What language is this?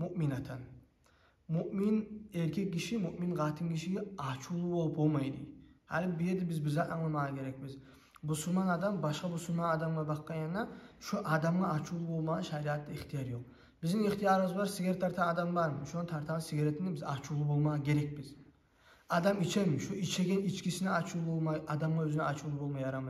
Kumyk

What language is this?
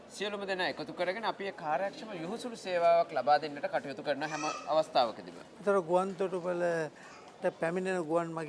Sinhala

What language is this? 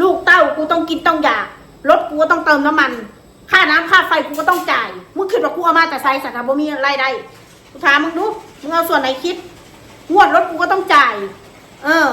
Northeastern Thai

